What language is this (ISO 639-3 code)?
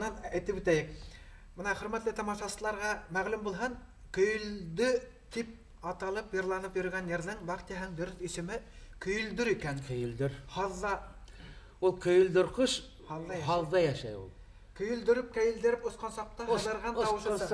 bak